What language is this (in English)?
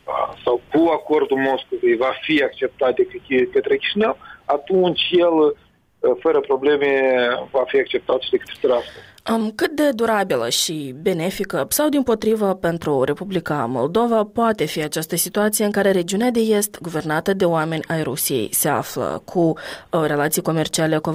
Romanian